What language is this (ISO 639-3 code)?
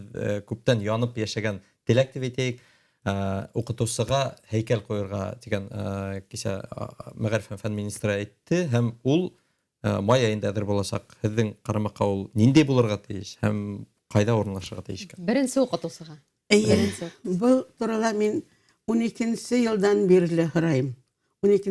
bak